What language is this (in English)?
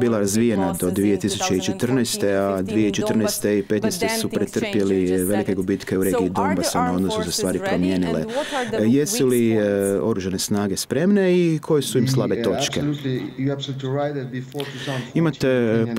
Croatian